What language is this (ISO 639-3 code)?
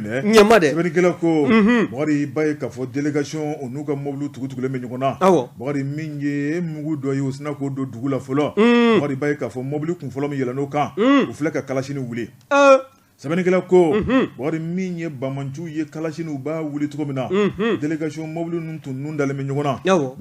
bam